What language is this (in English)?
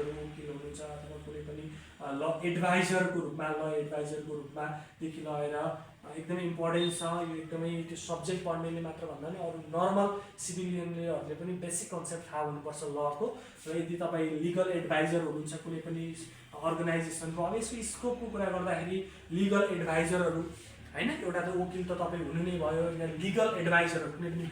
Nepali